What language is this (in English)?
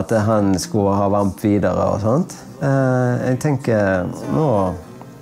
Norwegian